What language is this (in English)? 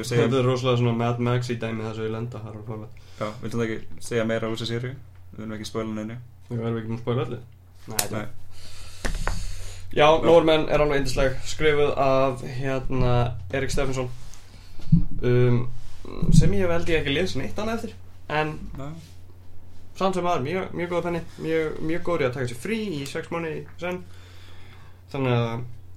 Icelandic